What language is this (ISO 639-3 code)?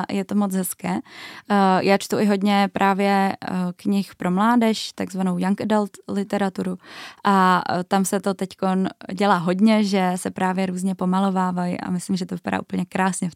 ces